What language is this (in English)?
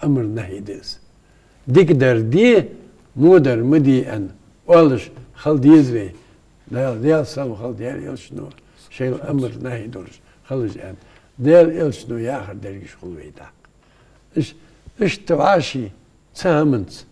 Ingush